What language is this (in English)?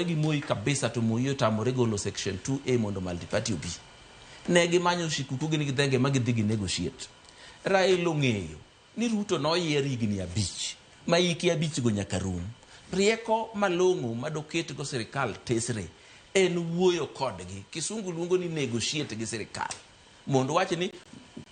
Luo (Kenya and Tanzania)